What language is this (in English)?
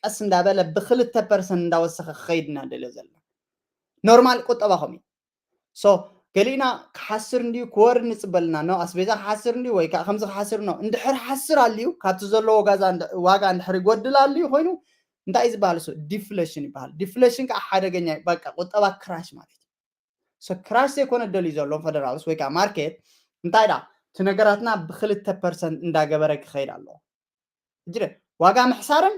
Tigrinya